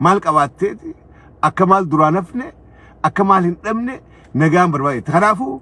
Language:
Oromo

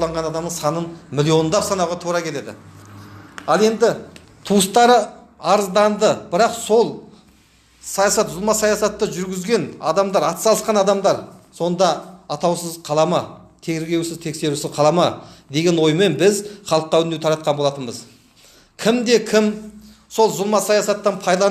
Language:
Kazakh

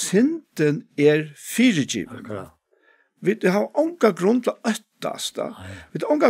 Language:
Faroese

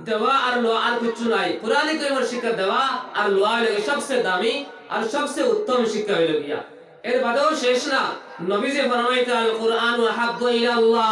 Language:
Sylheti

